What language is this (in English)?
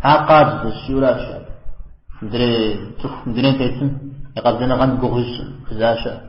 Kabardian